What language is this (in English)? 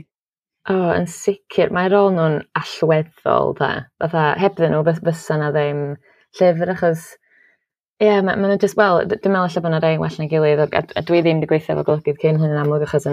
Welsh